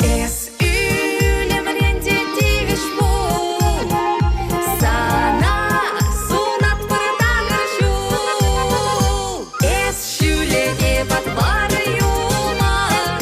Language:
Chuvash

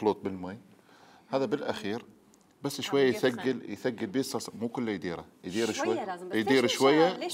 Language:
Mesopotamian Arabic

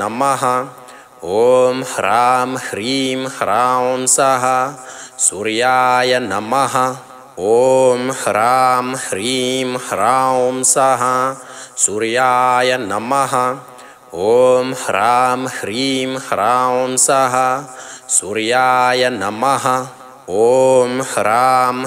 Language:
Sanskrit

